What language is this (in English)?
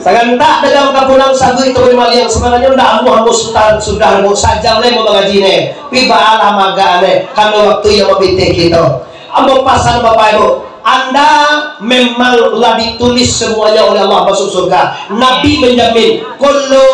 Minangkabau